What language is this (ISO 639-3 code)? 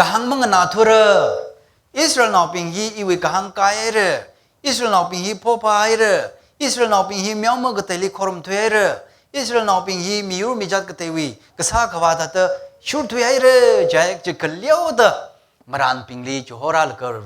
nmf